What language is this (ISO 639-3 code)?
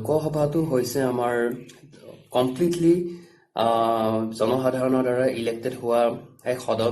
asm